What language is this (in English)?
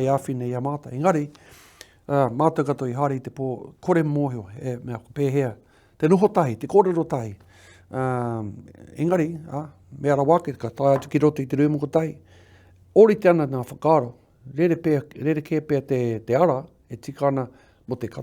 Māori